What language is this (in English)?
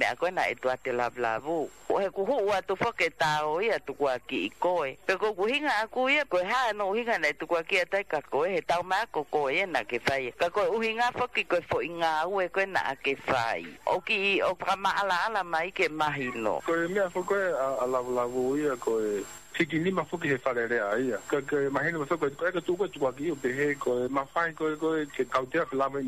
Tongan